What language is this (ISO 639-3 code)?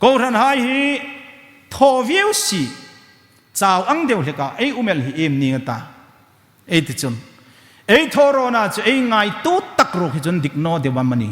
hmr